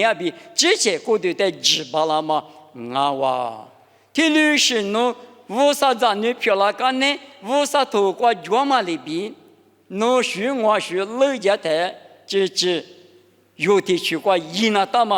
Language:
Lisu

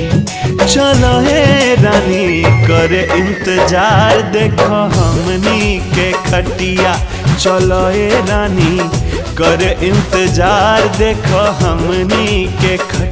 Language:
Bhojpuri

